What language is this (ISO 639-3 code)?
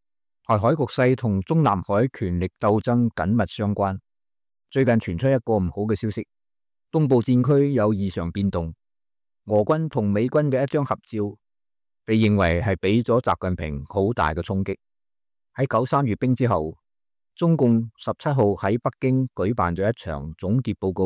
yue